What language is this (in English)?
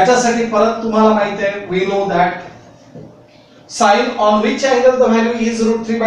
Marathi